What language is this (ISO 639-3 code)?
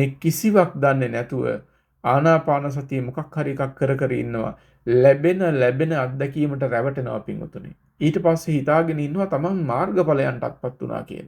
sin